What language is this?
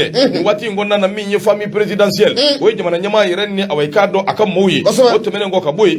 Bambara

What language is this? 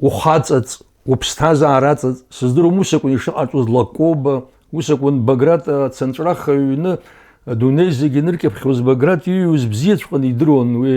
Abkhazian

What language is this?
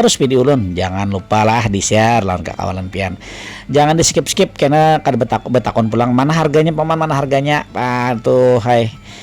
Banjar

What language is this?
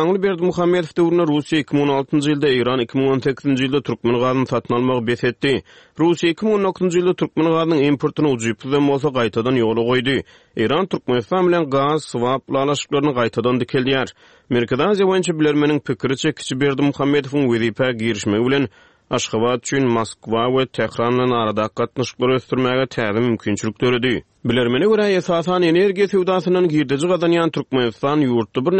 Turkmen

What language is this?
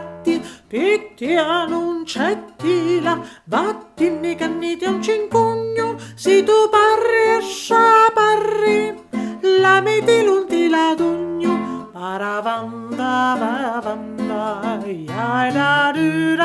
Sicilian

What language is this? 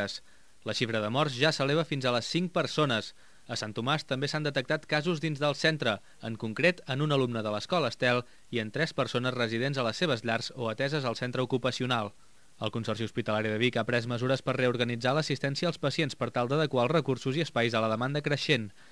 Catalan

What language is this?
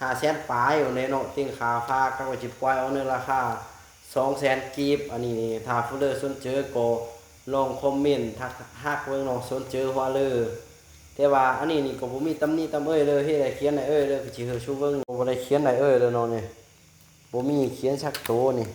Lao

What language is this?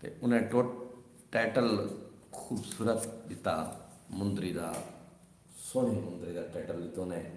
Saraiki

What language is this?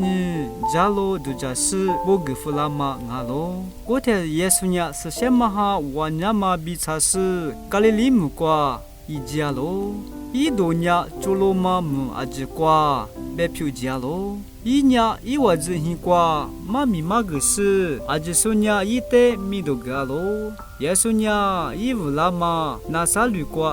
Lisu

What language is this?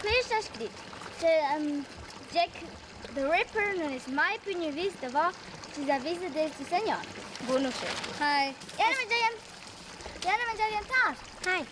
Romansh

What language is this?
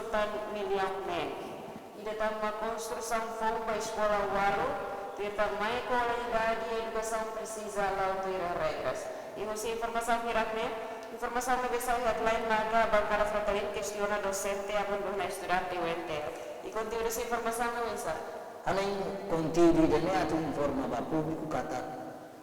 Tetum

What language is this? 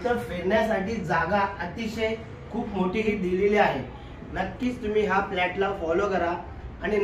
Marathi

